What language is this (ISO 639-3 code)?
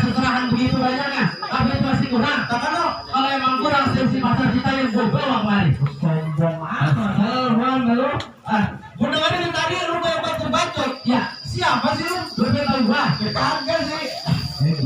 bew